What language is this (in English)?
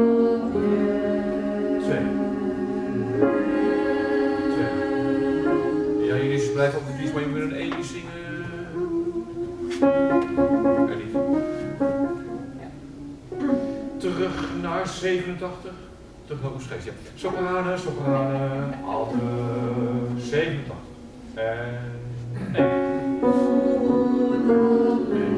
Dutch